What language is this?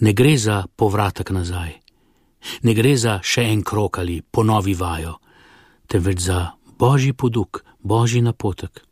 Slovenian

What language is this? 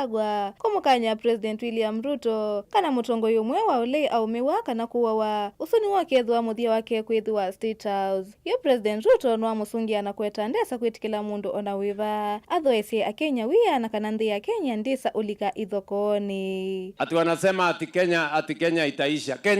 Kamba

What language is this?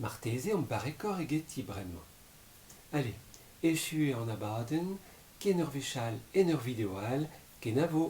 Breton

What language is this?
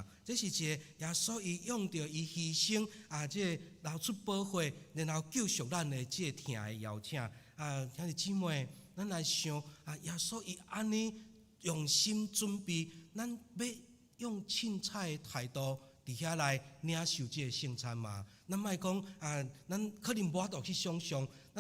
Min Nan Chinese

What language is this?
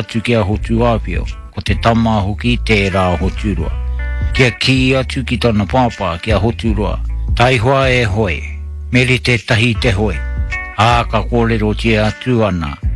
Māori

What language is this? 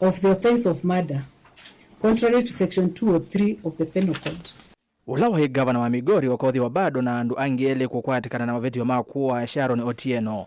Kamba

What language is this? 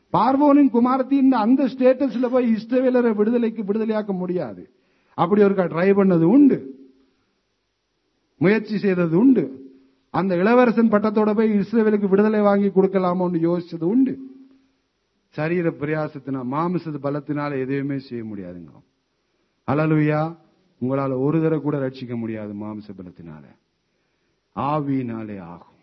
Tamil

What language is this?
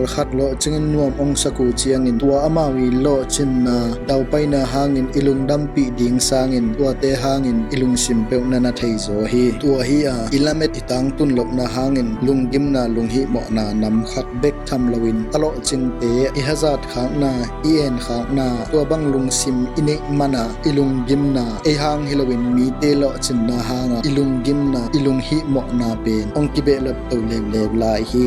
Tedim Chin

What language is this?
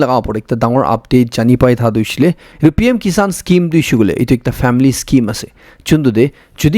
Naga Pidgin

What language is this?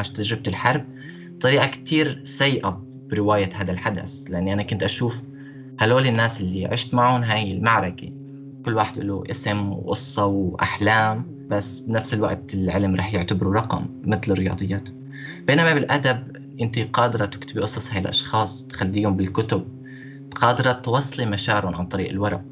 North Levantine Arabic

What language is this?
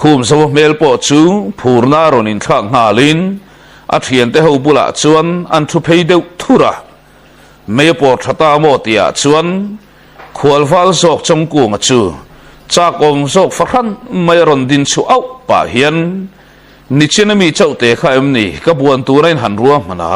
Mizo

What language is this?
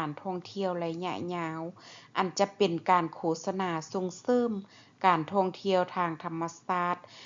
Lao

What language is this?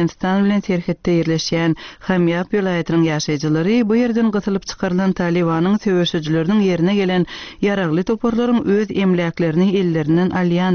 Turkmen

